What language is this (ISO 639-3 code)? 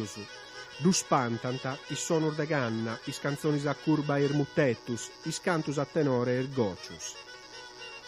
srd